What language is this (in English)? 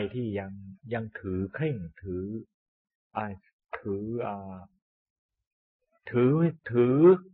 Thai